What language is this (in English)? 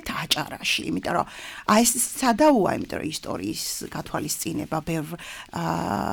Georgian